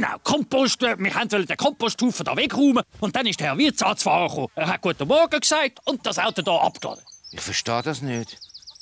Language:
Swiss German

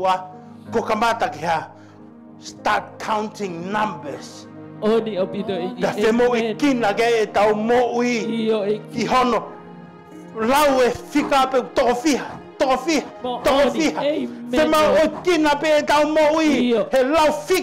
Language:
Tongan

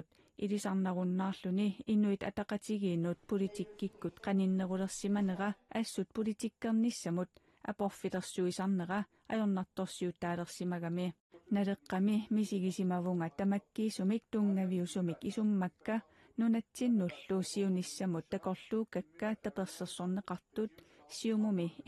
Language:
Kalaallisut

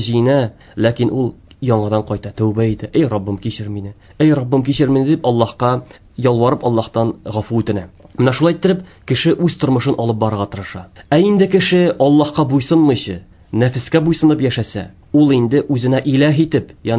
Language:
Tatar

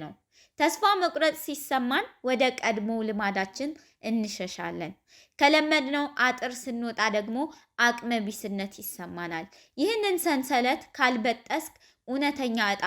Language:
Amharic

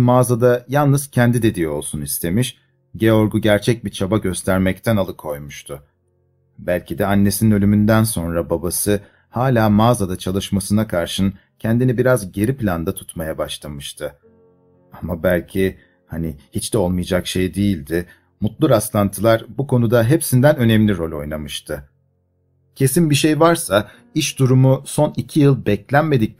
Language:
Turkish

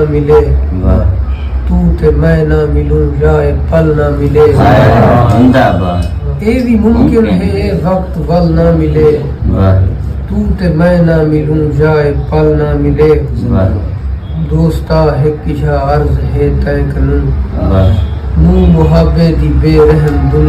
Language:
Saraiki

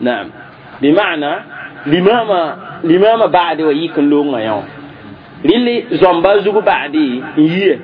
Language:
Mossi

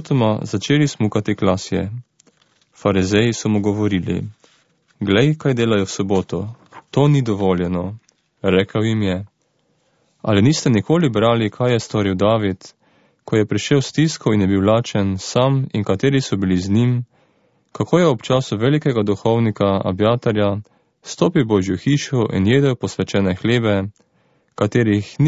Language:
Slovenian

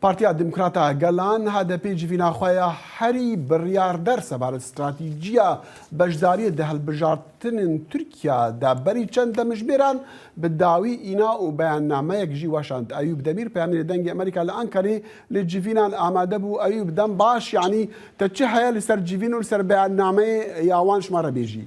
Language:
Kurdish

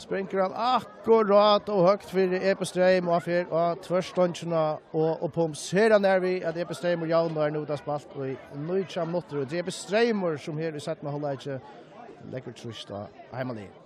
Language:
Faroese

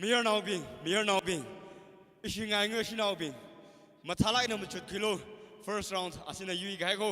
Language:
Tangkhul Naga (India)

